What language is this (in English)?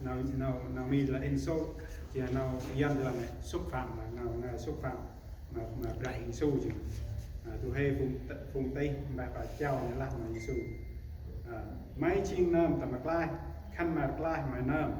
Central Mnong